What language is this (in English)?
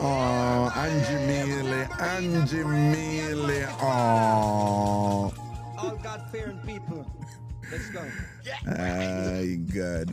Jamaican Creole English